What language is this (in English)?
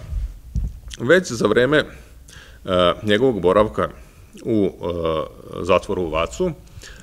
Serbian